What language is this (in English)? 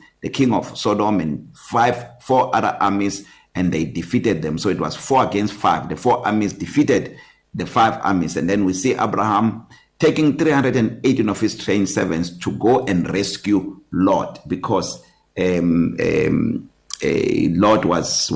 English